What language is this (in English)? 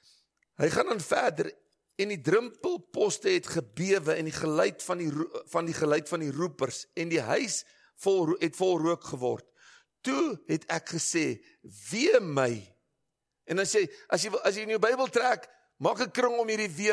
Afrikaans